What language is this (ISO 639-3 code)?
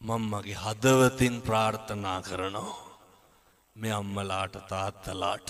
sin